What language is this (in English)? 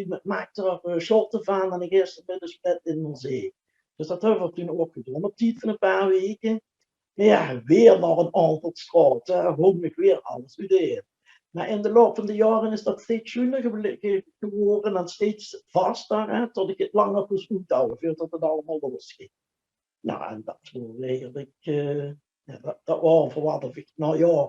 Limburgish